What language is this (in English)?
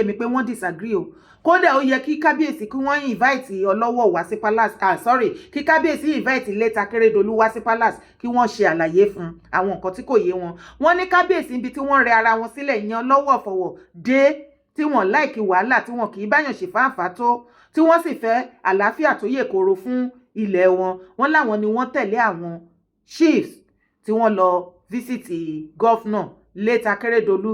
Yoruba